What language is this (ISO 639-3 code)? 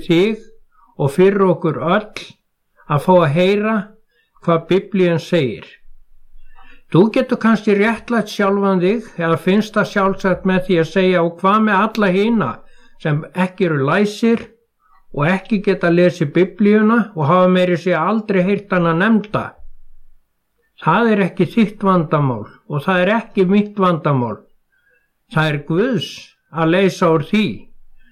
isl